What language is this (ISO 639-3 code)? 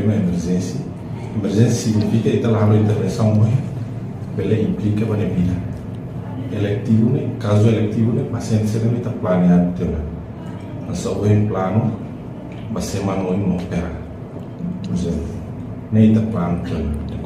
tet